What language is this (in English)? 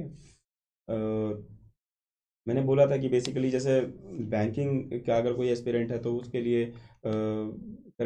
Hindi